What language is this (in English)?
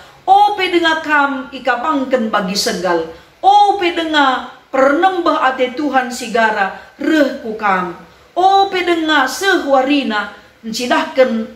Batak Karo